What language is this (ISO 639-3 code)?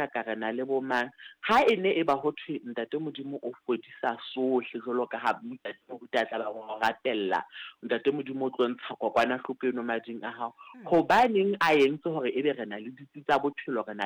sot